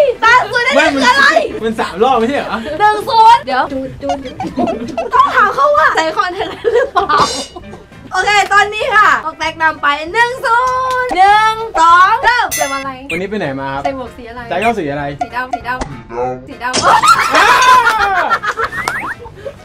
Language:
Thai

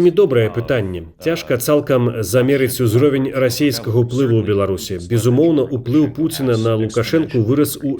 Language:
Belarusian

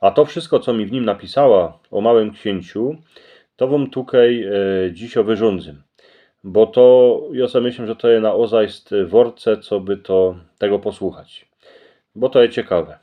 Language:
Silesian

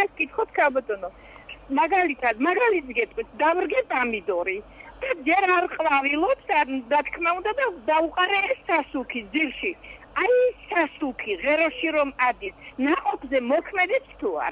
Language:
Georgian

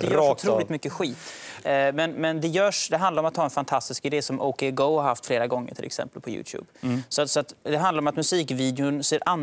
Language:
Swedish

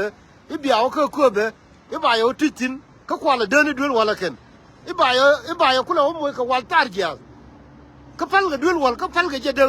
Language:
Nuer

